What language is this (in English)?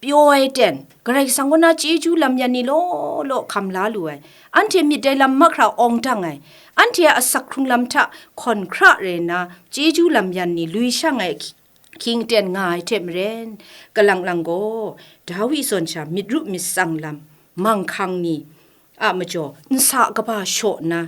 Kachin